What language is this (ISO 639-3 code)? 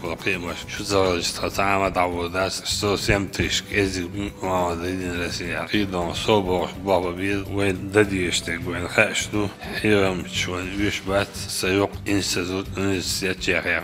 che